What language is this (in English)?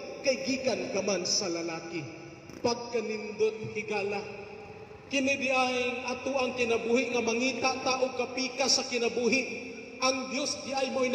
Cebuano